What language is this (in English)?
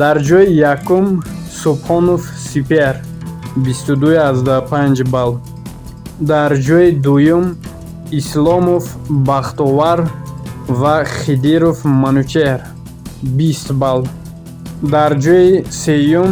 Tajik